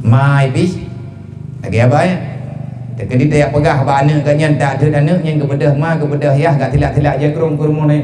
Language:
Achinese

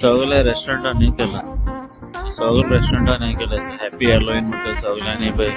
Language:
Konkani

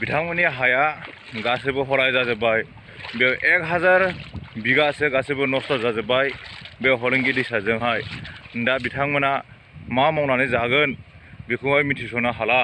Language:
Bodo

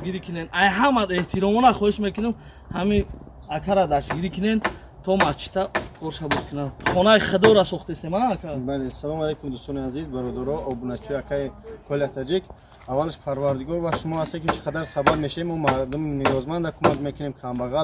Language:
Tajik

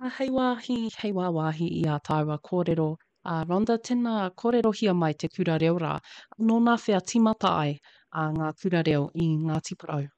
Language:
Māori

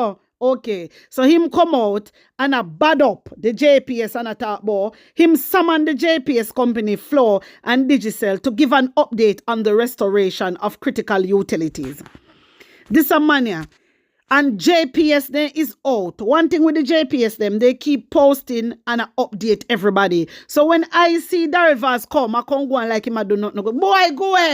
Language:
Jamaican Creole English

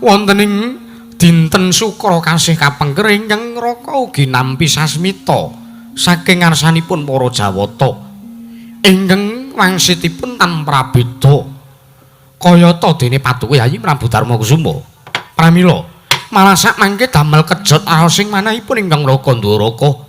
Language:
Javanese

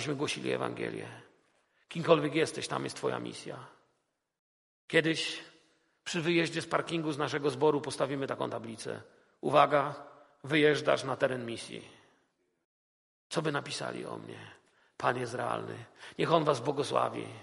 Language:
Polish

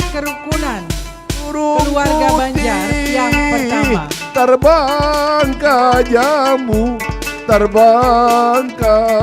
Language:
Banjar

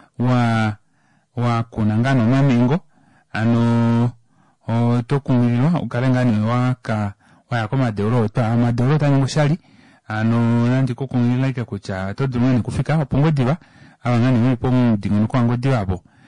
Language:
Kuanyama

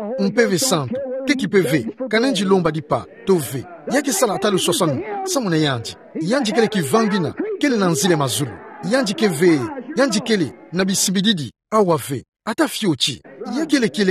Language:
Kituba (Democratic Republic of Congo)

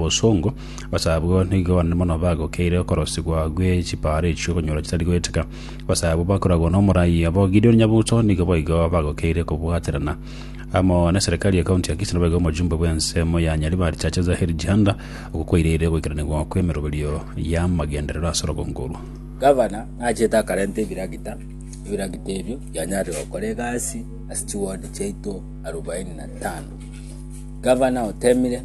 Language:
Gusii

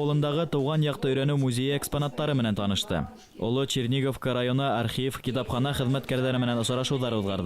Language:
Bashkir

